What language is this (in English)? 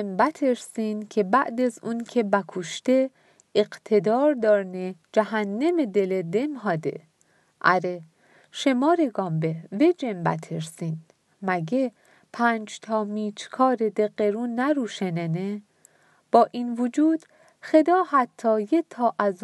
Mazanderani